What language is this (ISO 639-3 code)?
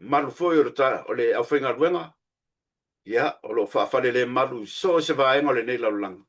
smo